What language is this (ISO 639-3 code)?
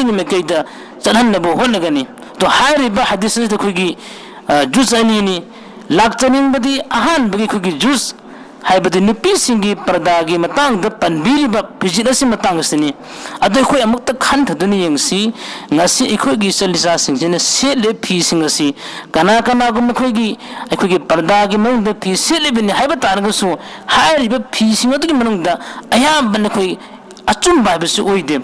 mni